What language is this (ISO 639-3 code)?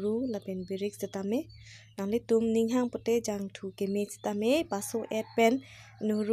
mjw